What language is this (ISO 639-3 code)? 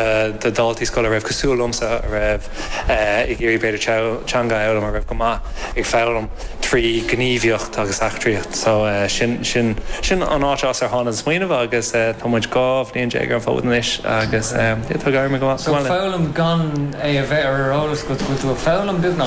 gle